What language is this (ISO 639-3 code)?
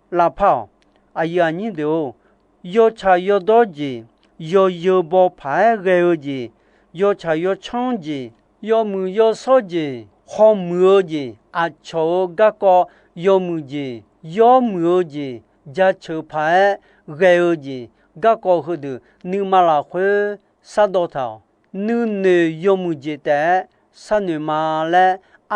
ahk